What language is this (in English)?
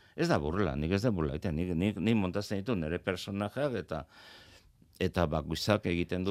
Basque